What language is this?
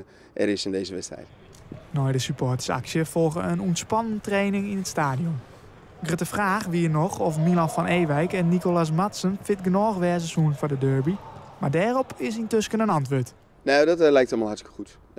Western Frisian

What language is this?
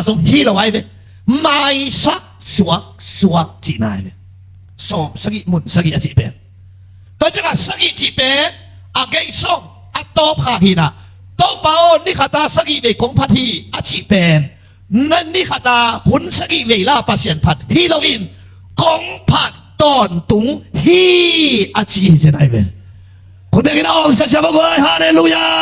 Tedim Chin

